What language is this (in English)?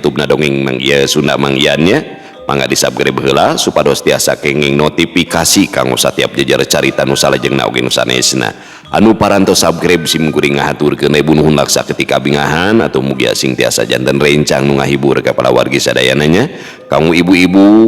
Sundanese